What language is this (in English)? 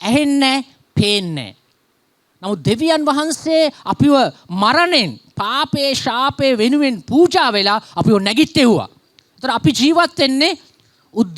Sinhala